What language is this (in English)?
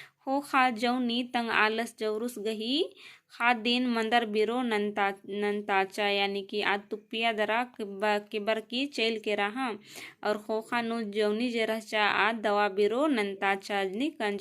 Kurukh